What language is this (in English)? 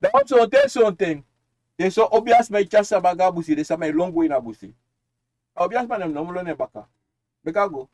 Sranan Tongo